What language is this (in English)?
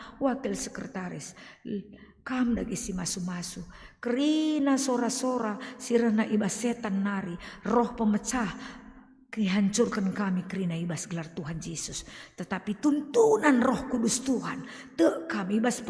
Batak Karo